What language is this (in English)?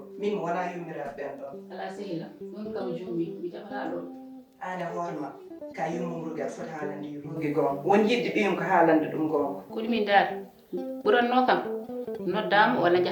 Fula